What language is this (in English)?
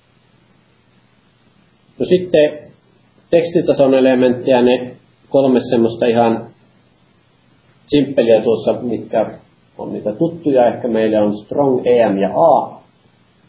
Finnish